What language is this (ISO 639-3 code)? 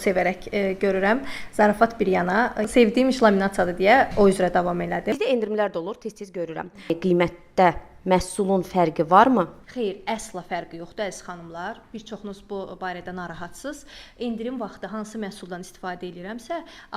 aze